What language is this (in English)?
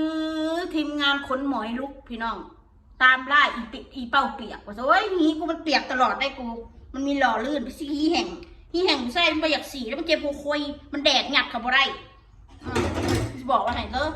Northeastern Thai